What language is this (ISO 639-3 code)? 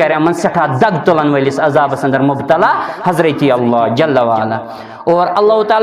kas